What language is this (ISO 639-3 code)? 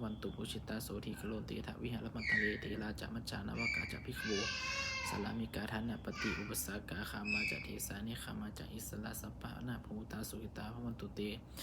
pli